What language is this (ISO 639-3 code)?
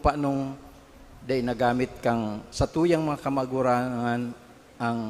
bik